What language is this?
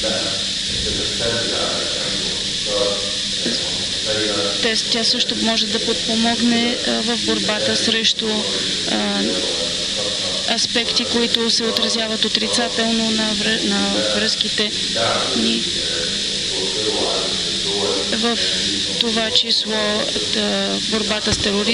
Bulgarian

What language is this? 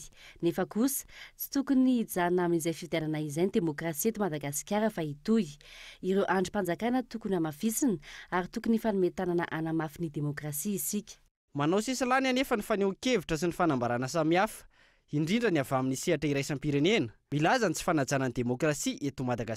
Malagasy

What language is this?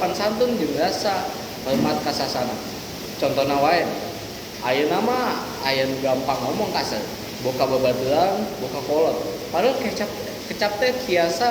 Sundanese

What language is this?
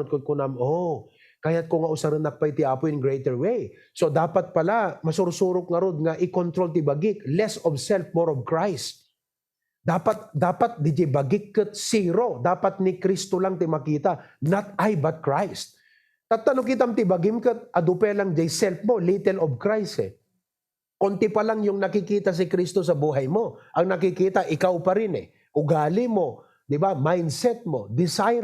Iloko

